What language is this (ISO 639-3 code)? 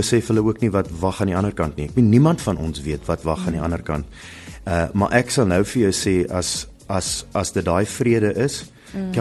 afr